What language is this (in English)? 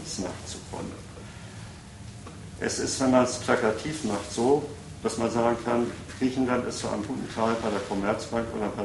German